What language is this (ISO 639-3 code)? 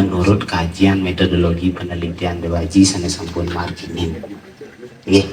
ban